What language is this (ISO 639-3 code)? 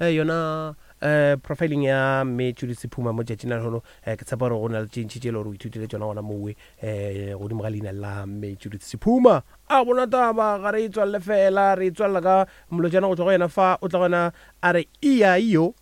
nso